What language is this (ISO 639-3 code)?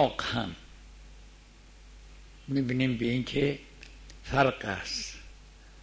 fas